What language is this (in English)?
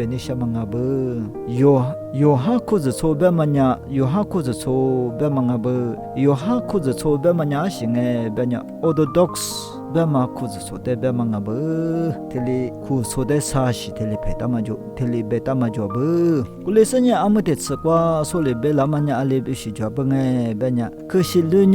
Lisu